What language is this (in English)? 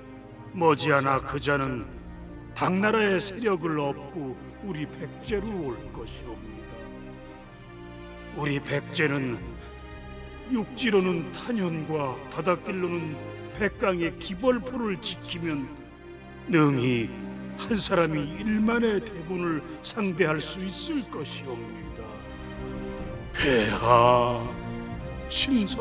Korean